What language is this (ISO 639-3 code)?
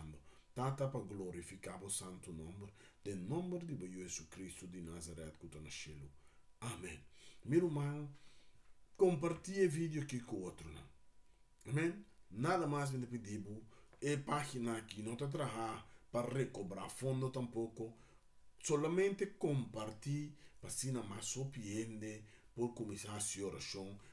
pap